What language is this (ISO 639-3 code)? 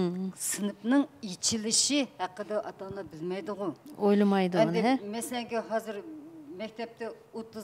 uig